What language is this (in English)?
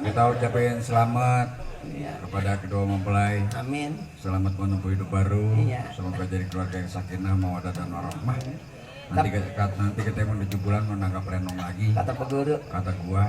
Betawi